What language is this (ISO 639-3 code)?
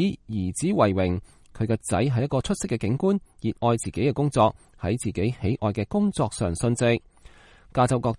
yue